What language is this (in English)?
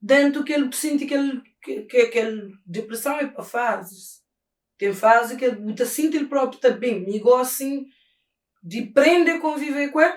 Kabuverdianu